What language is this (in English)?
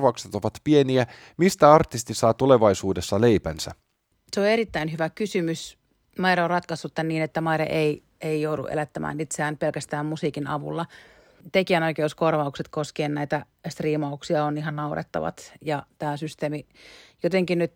Finnish